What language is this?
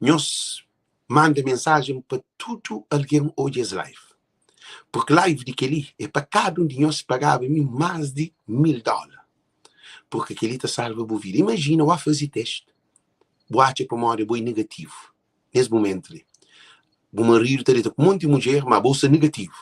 Kabuverdianu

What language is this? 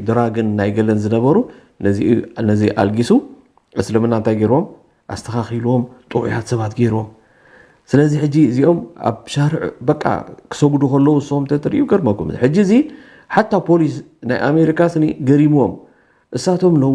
Tigrinya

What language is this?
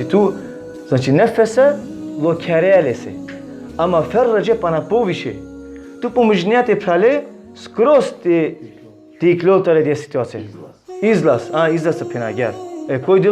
Balkan Romani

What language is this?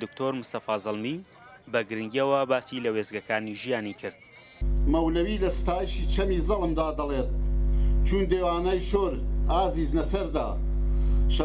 Central Kurdish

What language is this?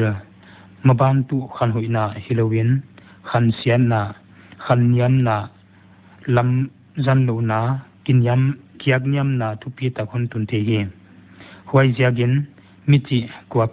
Paite Chin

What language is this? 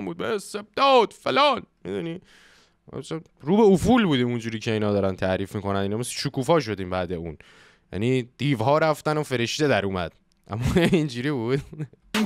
Persian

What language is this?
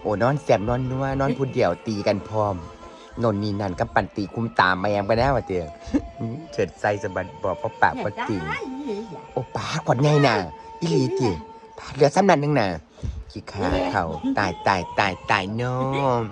Northeastern Thai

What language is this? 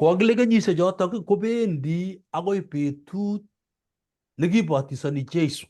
Kalenjin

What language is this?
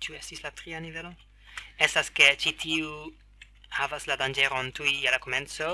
Esperanto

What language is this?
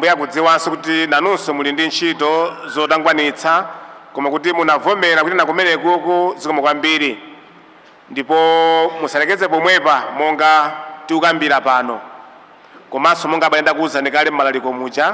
Nyanja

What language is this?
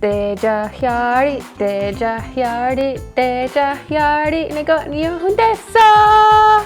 Mohawk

